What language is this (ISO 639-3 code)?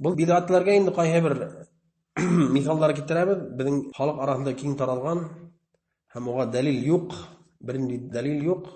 bak